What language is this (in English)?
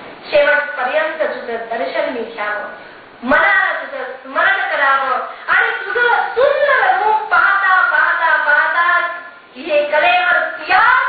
Marathi